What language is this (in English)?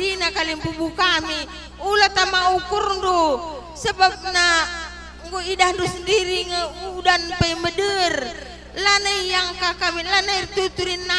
Batak Karo